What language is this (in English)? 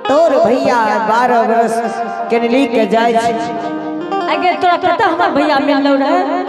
Angika